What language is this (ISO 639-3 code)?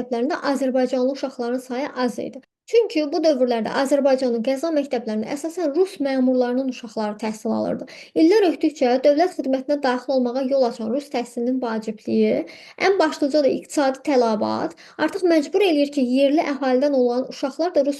aze